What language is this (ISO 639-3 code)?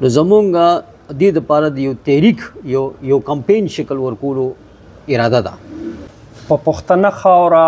pus